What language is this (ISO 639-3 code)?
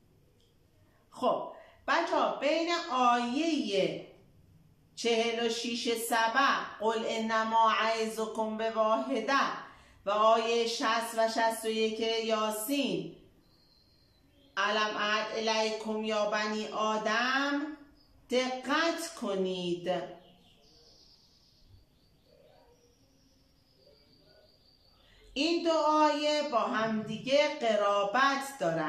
fas